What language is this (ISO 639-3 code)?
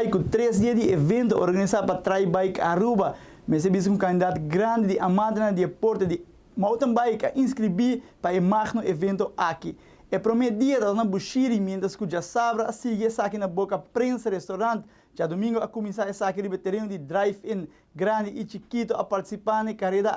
pap